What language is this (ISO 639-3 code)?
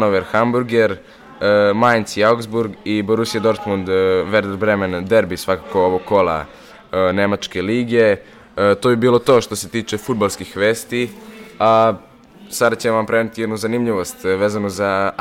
srp